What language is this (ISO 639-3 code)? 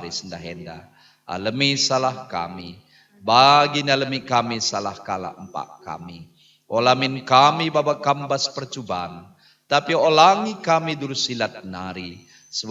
btx